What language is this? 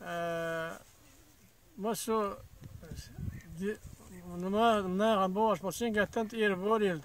Chechen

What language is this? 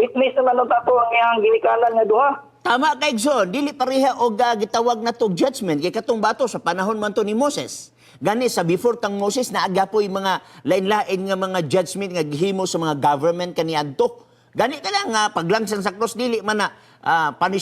Cebuano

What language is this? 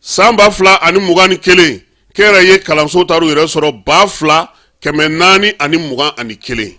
Bambara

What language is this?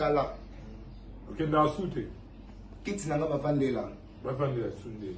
Lingala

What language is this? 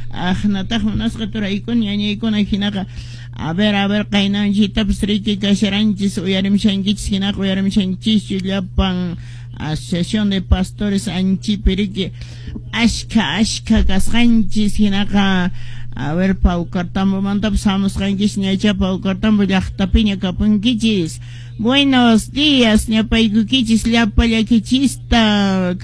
Quechua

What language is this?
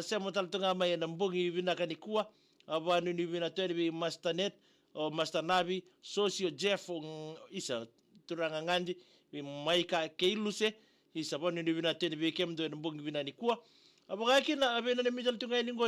Fijian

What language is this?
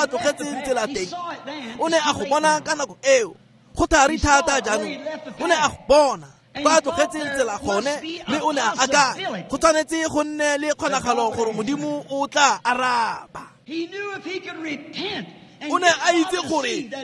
Tswana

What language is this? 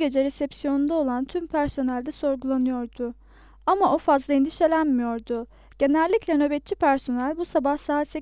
Turkish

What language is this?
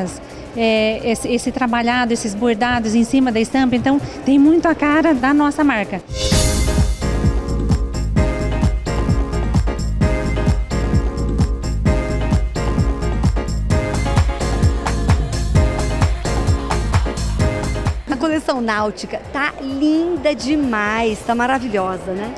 Portuguese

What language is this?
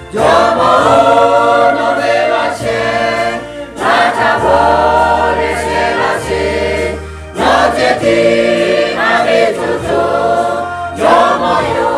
Lahu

